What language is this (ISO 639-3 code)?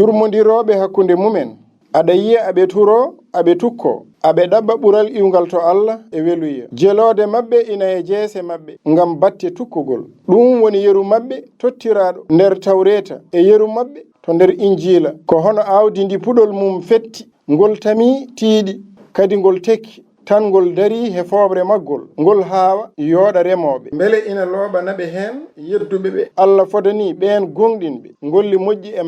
ful